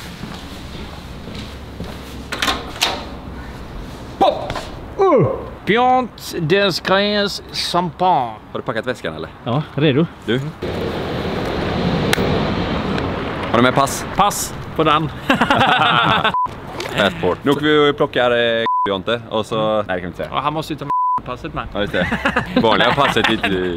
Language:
Swedish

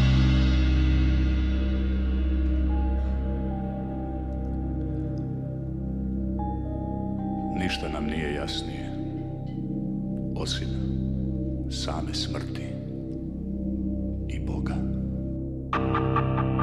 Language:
Croatian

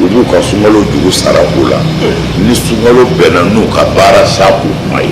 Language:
Bambara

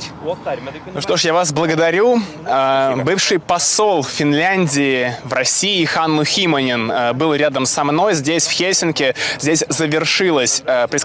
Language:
Russian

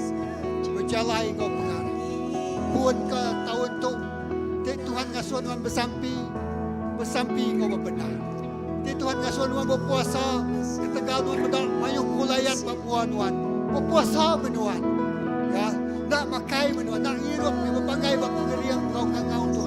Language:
Iban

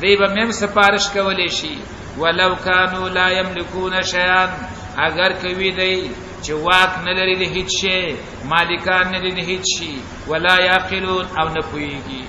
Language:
Pashto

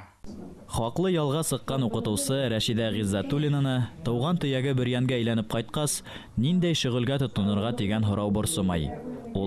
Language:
Bashkir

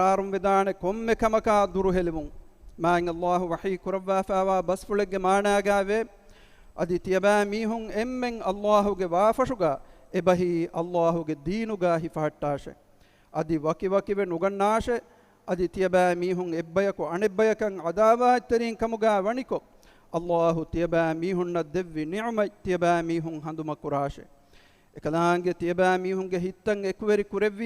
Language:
Divehi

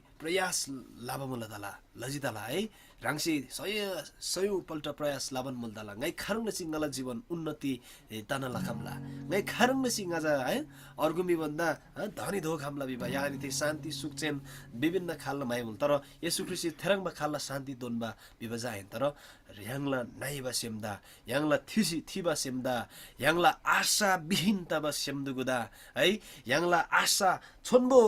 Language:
Eastern Tamang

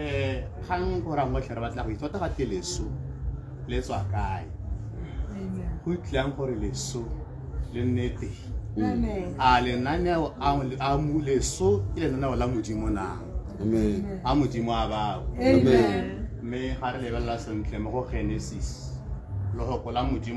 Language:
Tswana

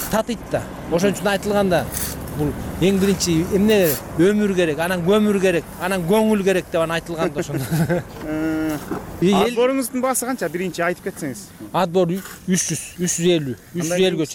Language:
Kyrgyz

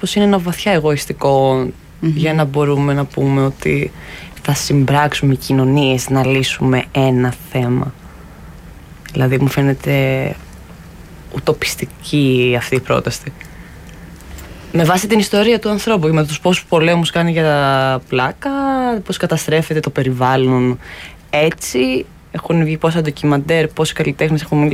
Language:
Greek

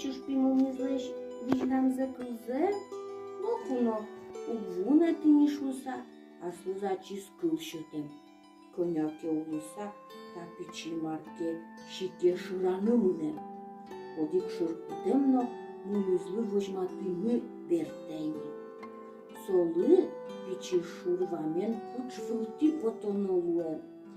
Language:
Udmurt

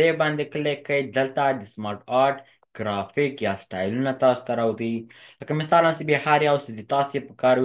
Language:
Pashto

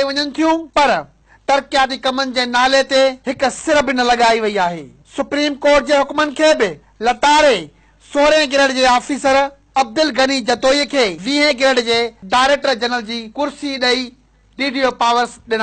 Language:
Sindhi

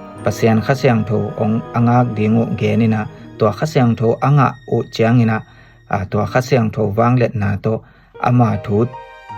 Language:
Tedim Chin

